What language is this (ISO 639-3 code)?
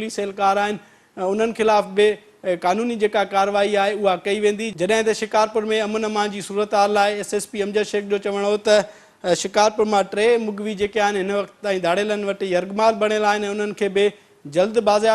snd